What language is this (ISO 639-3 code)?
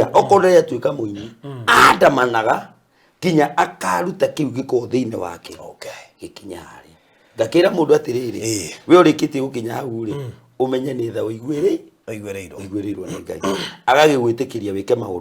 kik